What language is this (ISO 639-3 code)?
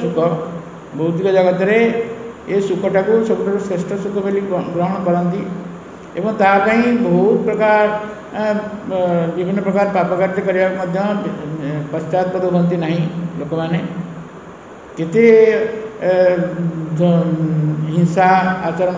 ori